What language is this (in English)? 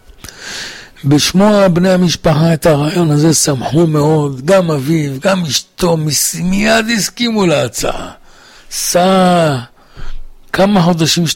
Hebrew